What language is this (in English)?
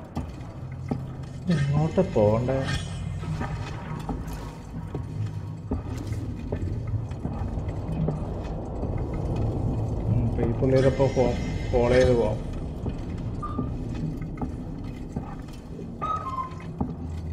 Malayalam